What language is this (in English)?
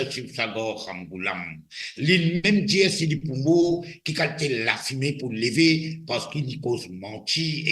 Morisyen